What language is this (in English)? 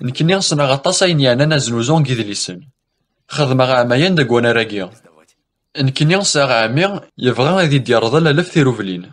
Kabyle